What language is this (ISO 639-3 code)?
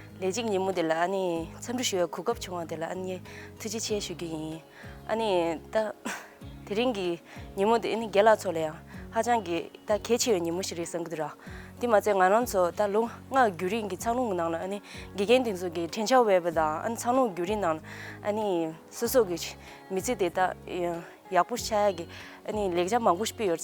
bod